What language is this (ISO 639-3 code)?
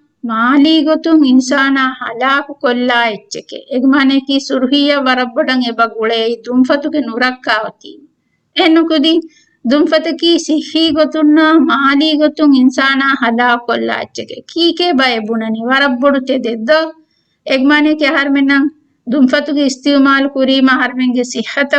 div